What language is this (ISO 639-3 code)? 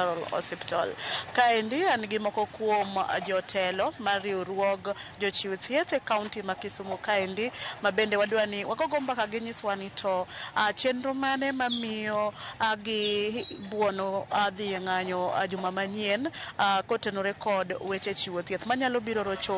luo